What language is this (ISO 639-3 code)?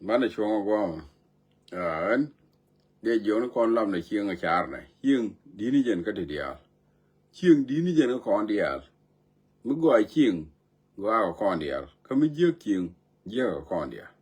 nus